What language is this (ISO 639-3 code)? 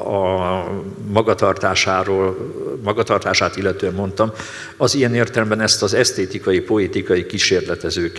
hun